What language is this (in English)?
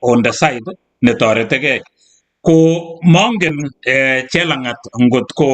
Kalenjin